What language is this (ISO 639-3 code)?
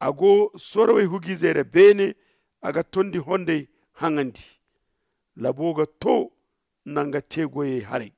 dje